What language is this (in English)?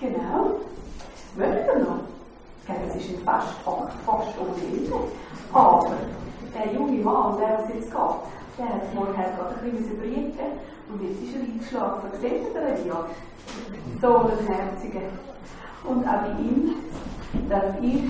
Swiss German